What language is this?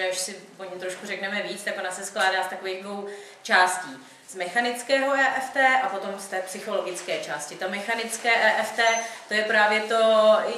Czech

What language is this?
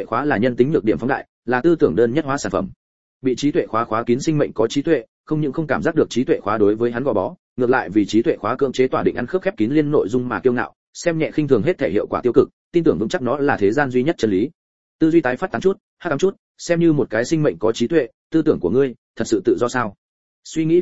Vietnamese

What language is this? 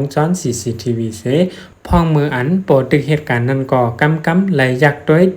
Shan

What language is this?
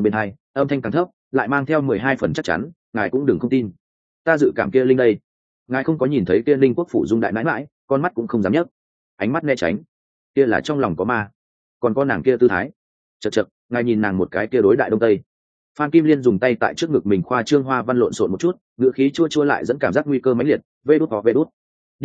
Vietnamese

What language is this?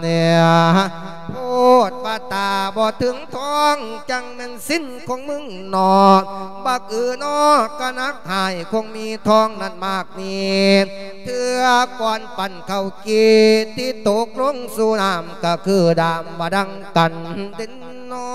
Lao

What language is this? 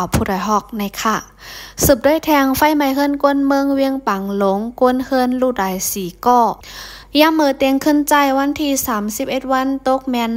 Lao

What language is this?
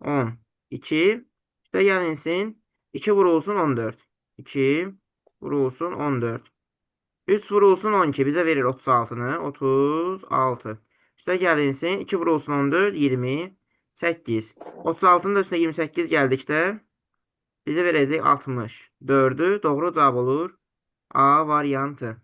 Azerbaijani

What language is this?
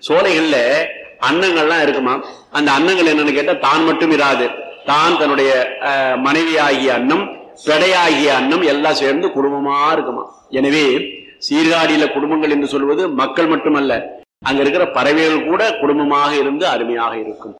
Tamil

